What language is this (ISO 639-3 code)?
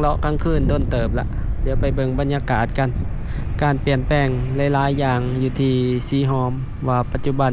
lao